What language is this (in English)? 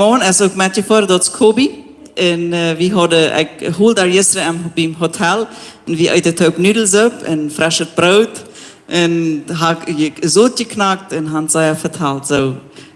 Plautdietsch